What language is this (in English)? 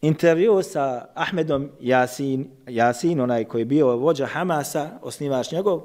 Bosnian